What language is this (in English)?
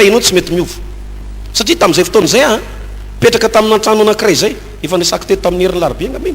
Malagasy